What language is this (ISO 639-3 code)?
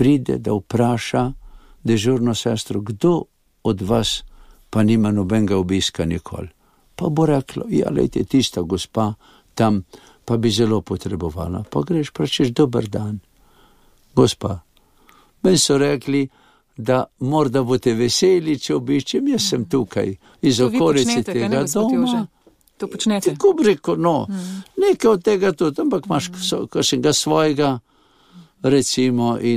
slv